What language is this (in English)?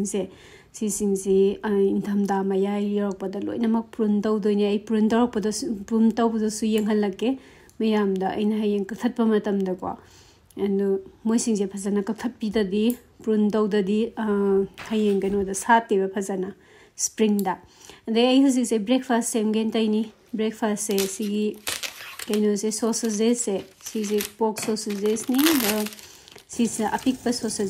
Manipuri